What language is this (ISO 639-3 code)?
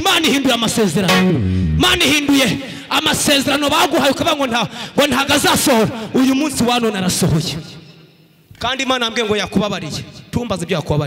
kin